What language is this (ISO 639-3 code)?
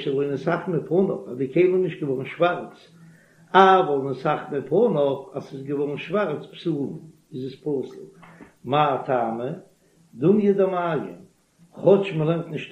yid